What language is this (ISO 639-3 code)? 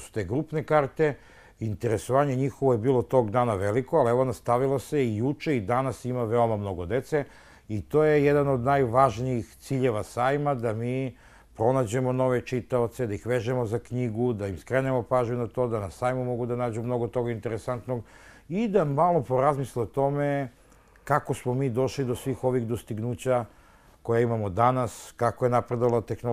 srp